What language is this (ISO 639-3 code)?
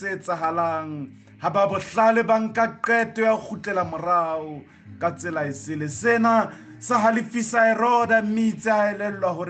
sot